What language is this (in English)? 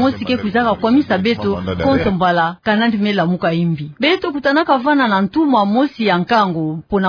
Kituba (Democratic Republic of Congo)